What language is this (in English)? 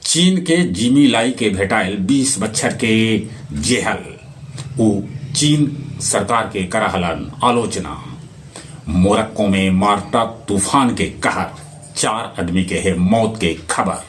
Magahi